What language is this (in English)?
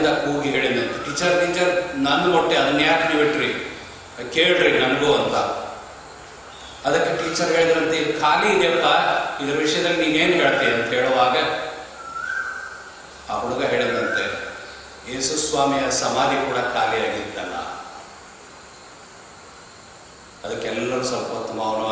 Kannada